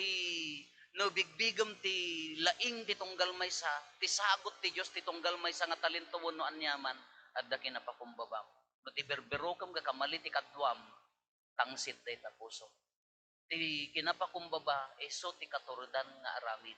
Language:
Iloko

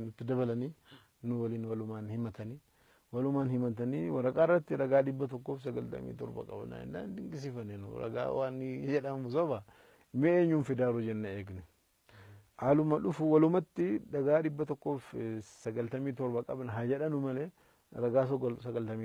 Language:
Oromo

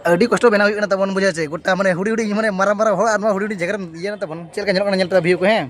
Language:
Santali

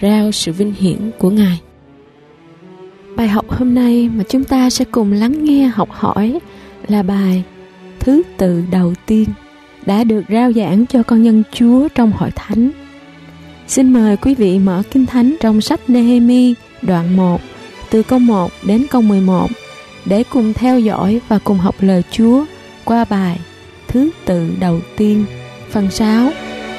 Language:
Vietnamese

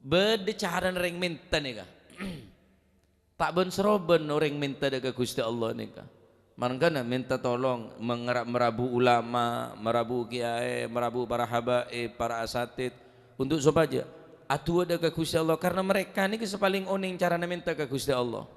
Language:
Madurese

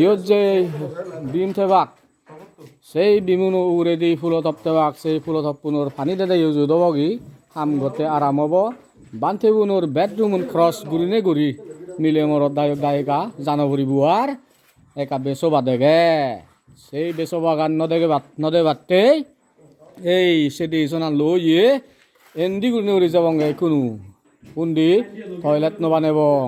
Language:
Chakma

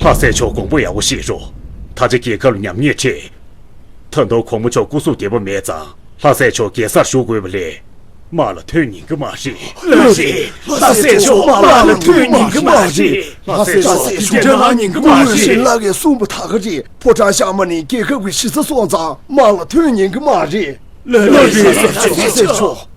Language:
Tibetan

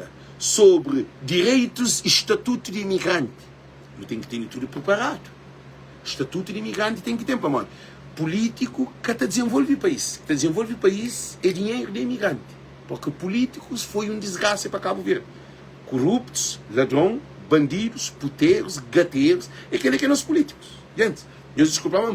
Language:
Kabuverdianu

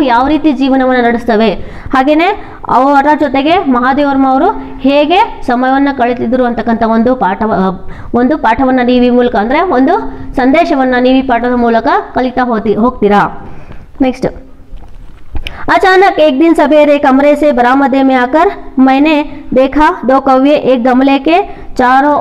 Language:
Kannada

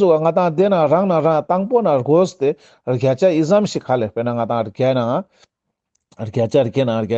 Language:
Ladakhi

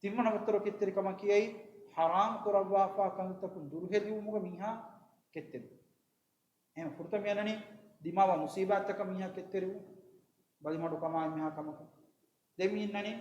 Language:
Divehi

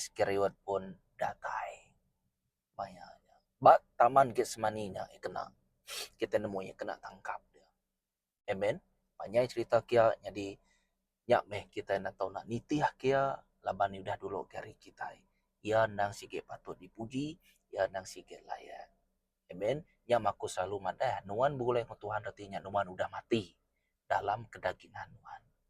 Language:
Iban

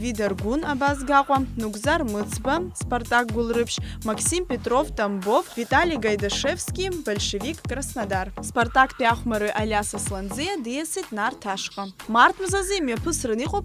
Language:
Abkhazian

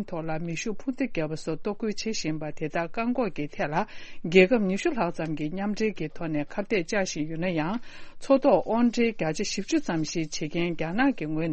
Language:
Tibetan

